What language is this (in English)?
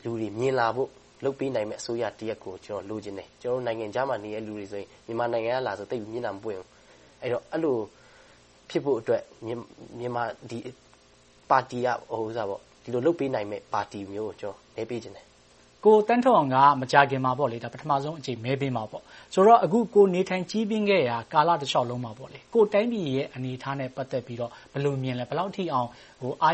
Burmese